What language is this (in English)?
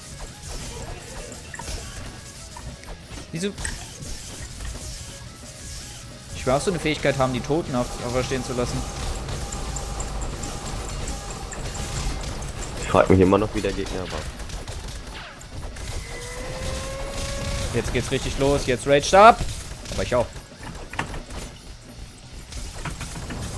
German